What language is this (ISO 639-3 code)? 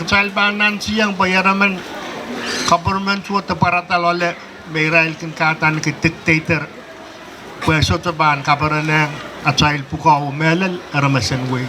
pon